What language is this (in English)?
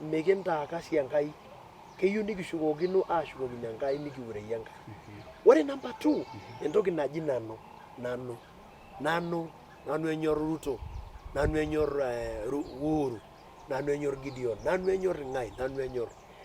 Masai